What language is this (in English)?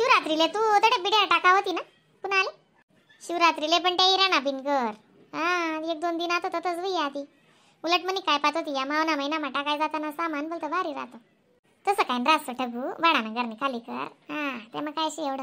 Khandesi